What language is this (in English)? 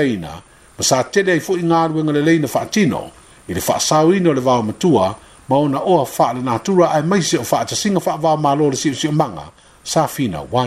Samoan